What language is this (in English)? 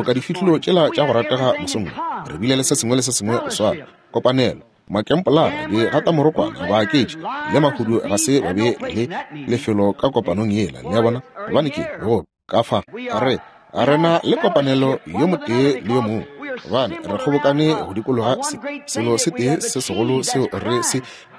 Northern Sotho